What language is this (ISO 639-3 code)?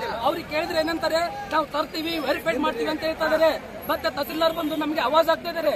kan